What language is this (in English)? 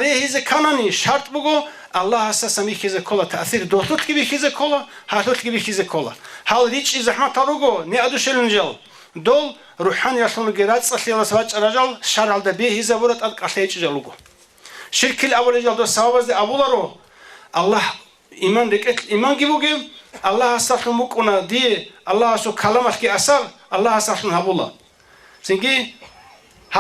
Avaric